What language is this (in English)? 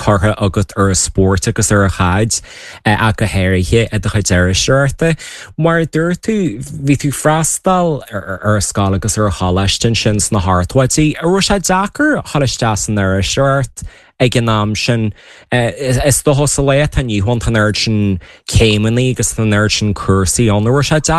Irish